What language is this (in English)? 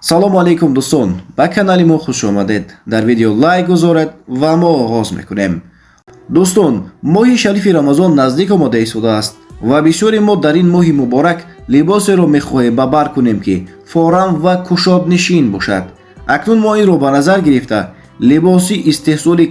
Tajik